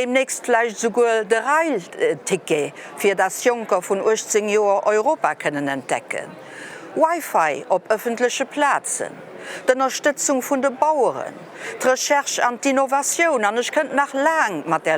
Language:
Luxembourgish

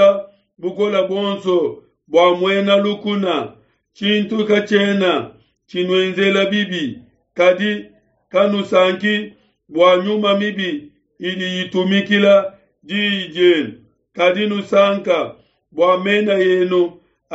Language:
Luba-Lulua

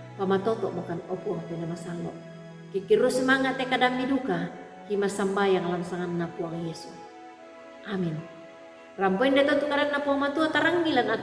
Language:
Toraja-Sa'dan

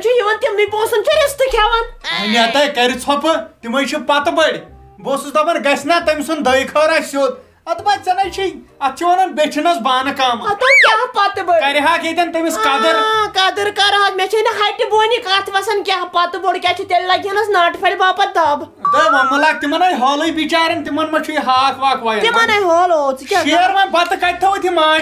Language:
Kashmiri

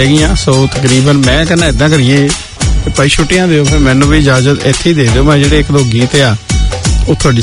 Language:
Punjabi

